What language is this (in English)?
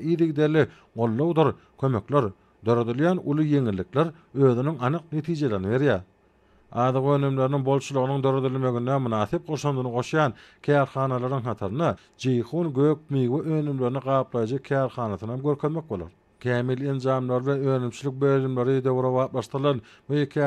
Turkmen